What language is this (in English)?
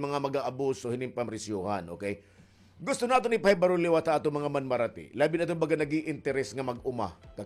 Waray